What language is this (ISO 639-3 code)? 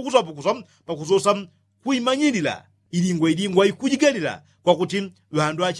yao